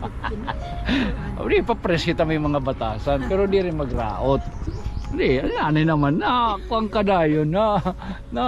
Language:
Waray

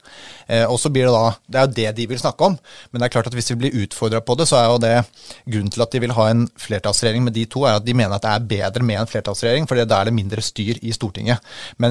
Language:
Norwegian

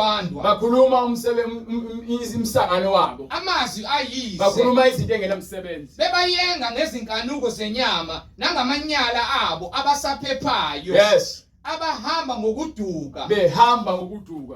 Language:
Zulu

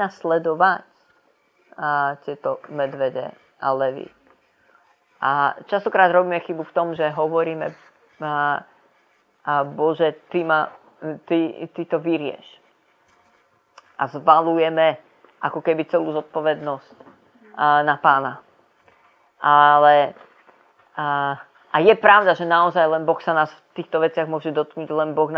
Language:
Slovak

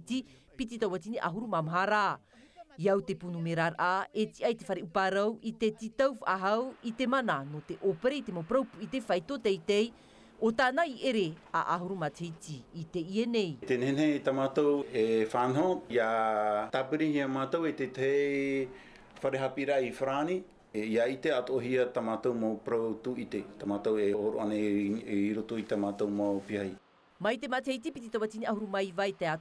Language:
Tahitian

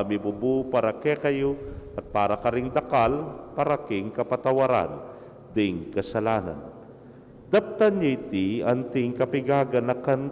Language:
Pampanga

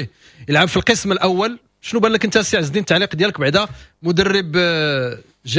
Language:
Moroccan Arabic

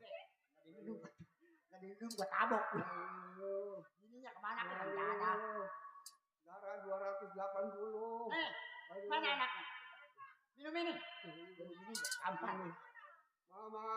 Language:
Betawi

